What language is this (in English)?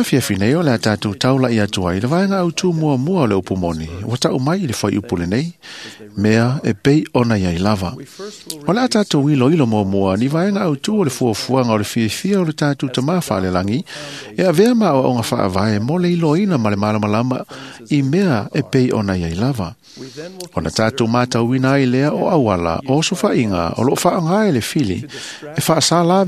Samoan